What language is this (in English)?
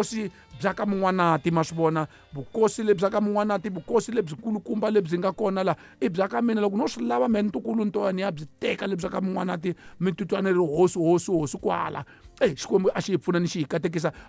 Tsonga